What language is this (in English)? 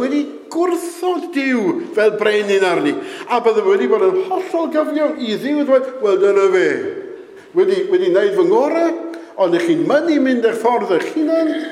Welsh